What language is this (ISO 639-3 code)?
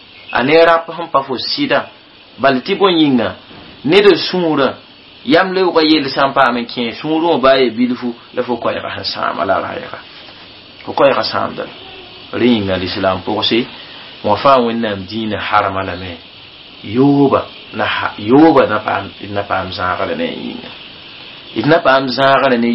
mos